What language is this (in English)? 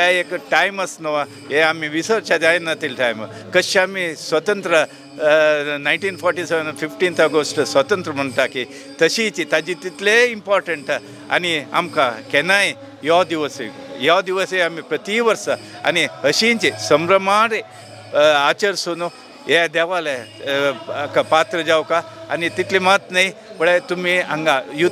Konkani